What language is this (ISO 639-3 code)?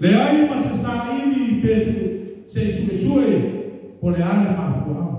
smo